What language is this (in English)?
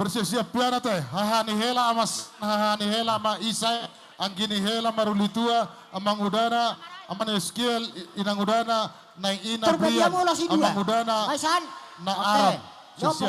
Batak Toba